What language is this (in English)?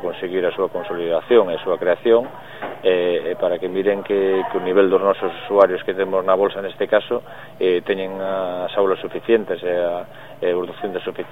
Galician